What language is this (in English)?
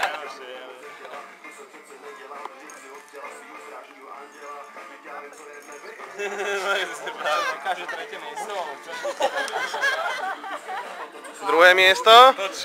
Slovak